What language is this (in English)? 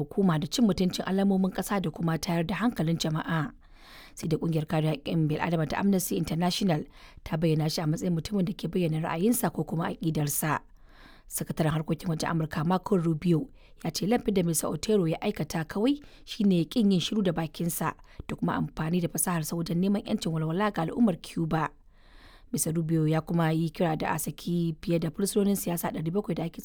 Hausa